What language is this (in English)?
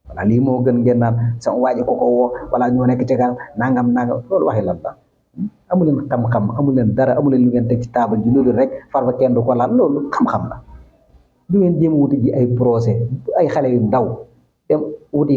Wolof